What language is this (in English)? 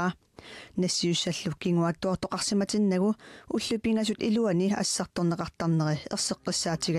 Kalaallisut